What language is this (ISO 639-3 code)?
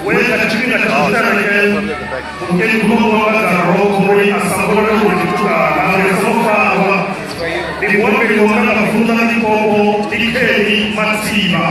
ven